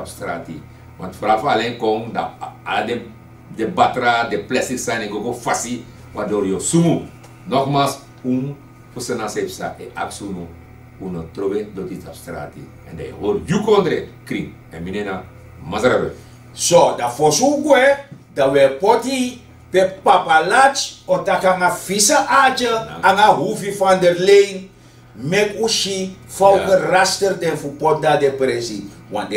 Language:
Sranan Tongo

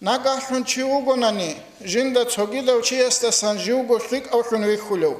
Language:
Avaric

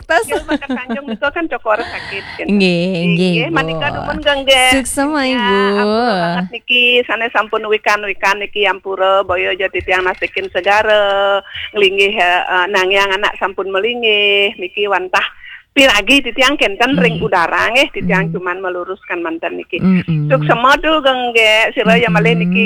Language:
Balinese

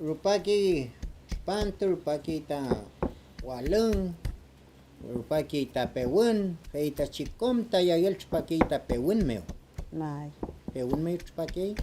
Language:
Mapuche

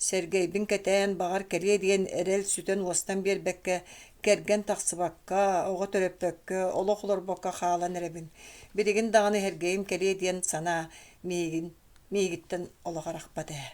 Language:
Yakut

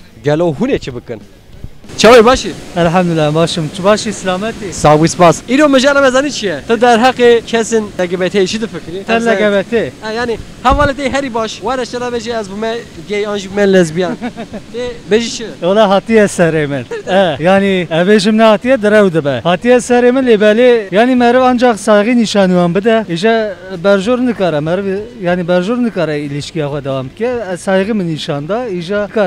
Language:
Kurdish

